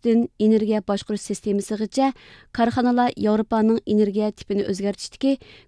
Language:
Uyghur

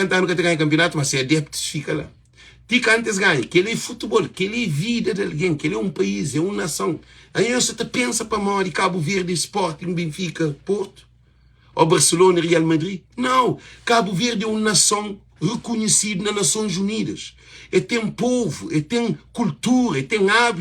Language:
Kabuverdianu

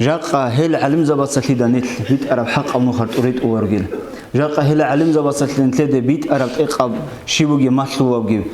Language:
Avaric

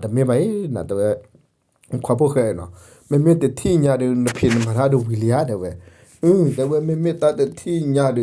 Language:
S'gaw Karen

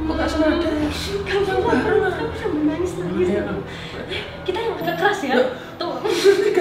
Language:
Indonesian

